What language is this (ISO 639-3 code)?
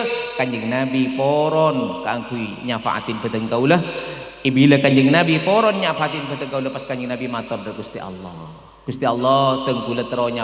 mad